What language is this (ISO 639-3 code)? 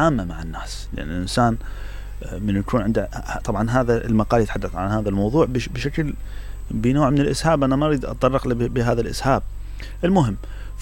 acm